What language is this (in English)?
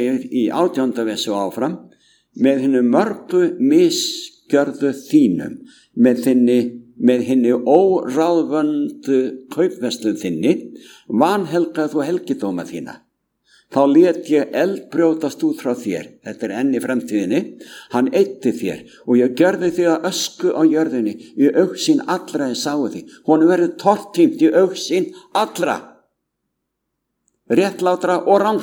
Icelandic